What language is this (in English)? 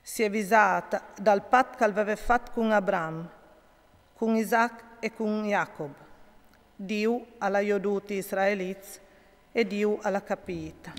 Friulian